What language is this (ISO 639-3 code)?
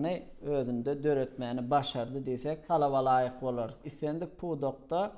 tuk